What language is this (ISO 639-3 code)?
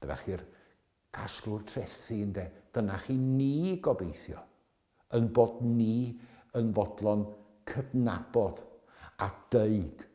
cym